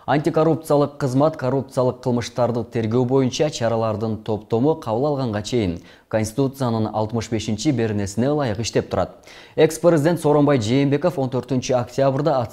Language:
Kyrgyz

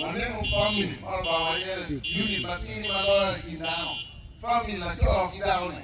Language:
Acoli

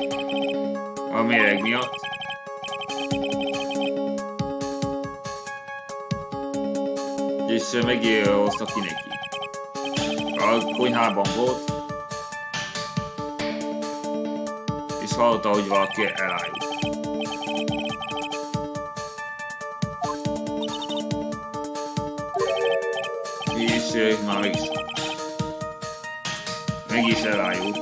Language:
Hungarian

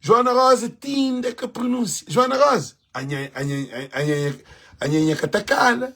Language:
Kabuverdianu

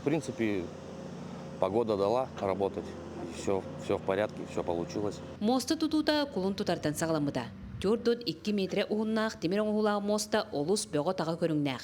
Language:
Yakut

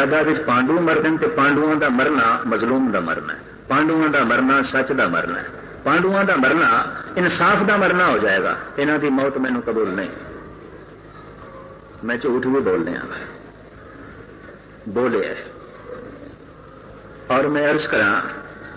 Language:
Punjabi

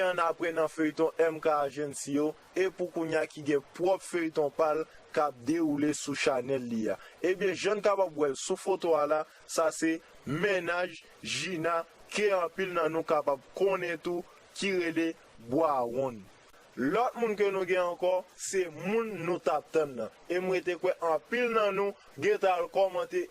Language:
Haitian Creole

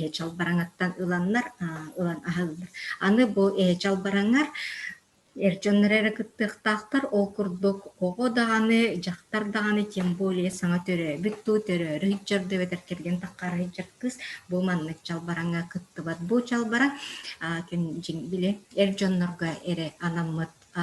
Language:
Yakut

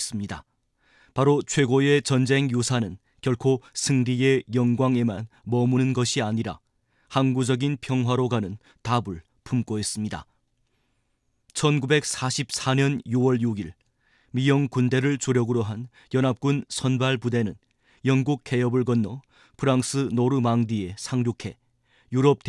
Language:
Korean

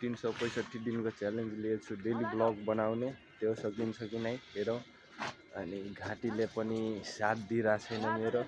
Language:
Nepali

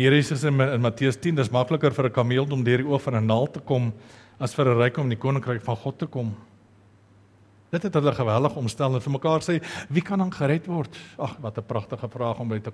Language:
Afrikaans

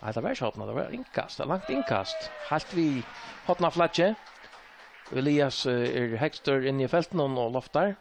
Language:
Faroese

